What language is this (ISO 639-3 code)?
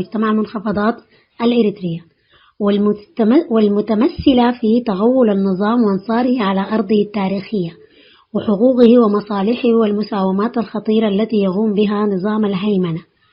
tig